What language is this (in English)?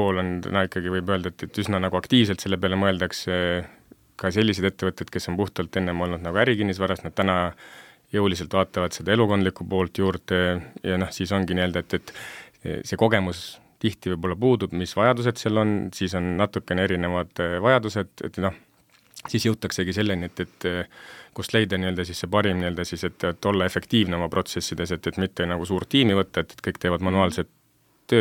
Estonian